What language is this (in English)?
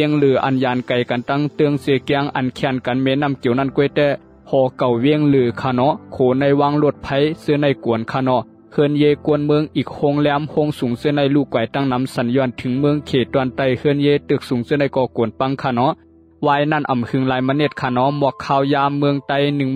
Shan